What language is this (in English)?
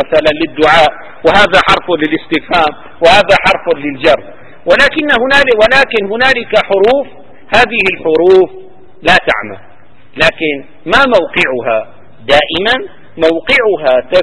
Arabic